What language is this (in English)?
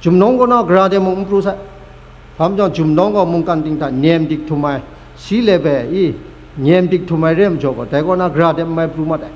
Kachin